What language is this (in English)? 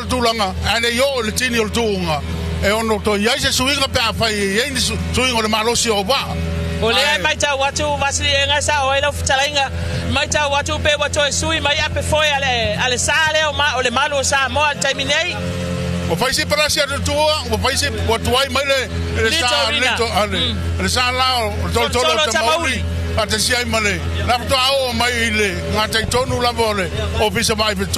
Samoan